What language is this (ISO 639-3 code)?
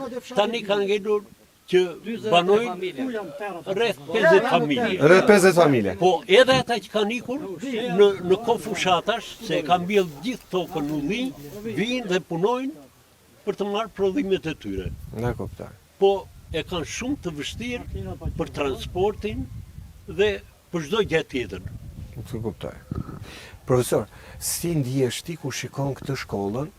sqi